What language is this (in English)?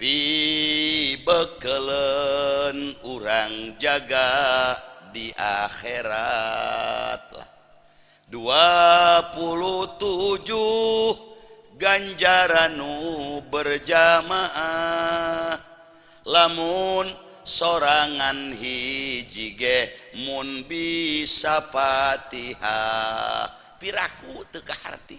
Sundanese